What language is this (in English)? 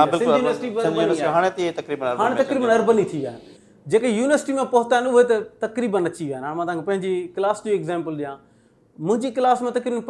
Sindhi